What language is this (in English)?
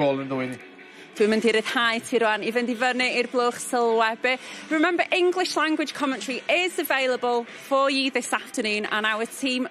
Welsh